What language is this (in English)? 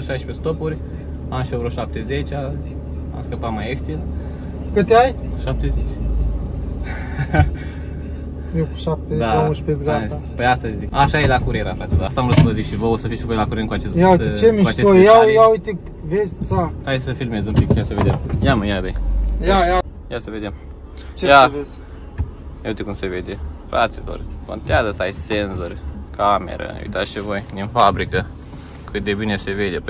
Romanian